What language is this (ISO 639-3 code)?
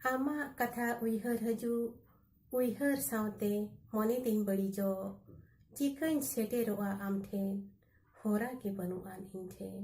sat